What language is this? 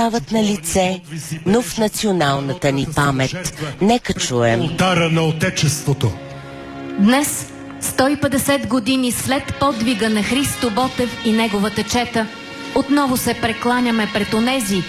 Bulgarian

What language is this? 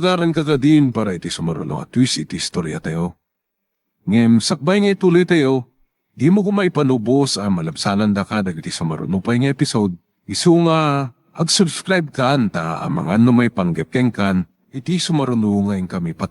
Iloko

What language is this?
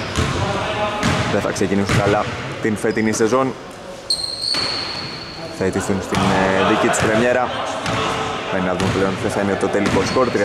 Greek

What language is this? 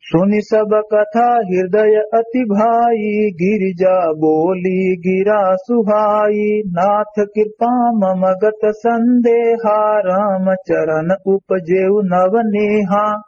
Awadhi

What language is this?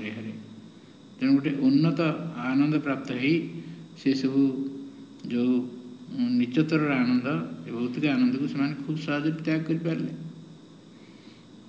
Odia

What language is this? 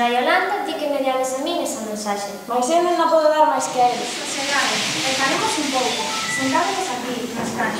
Galician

